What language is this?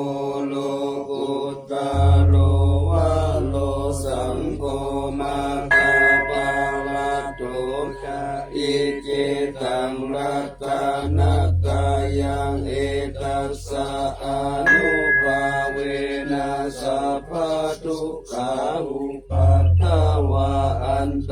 Pali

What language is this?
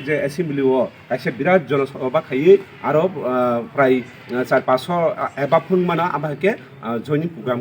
Kok Borok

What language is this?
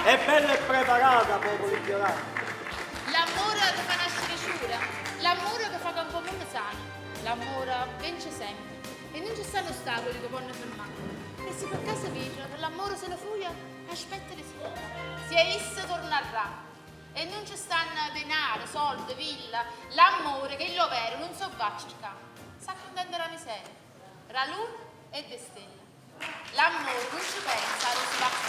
Neapolitan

